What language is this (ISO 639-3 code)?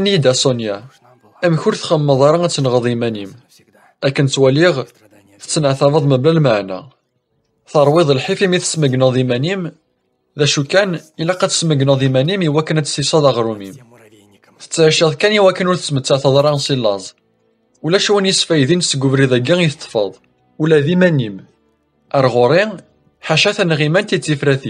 kab